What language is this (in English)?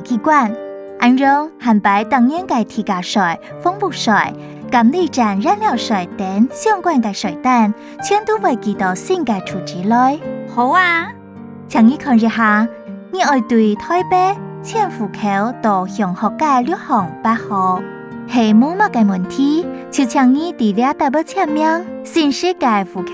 Hakka Chinese